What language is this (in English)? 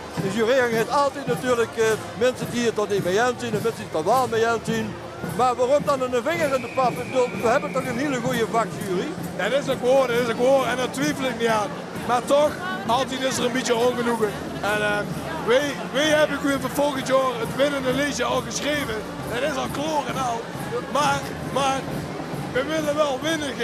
Limburgish